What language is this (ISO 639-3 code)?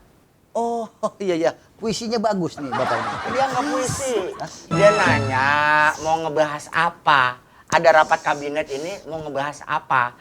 bew